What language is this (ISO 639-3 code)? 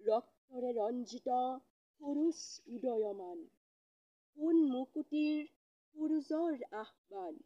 asm